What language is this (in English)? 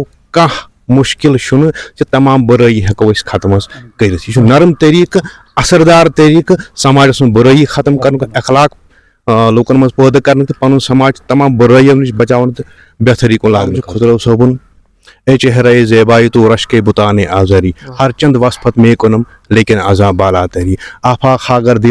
Kashmiri